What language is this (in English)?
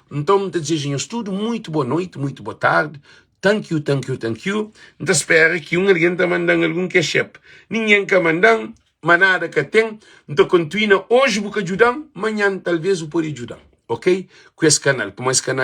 Kabuverdianu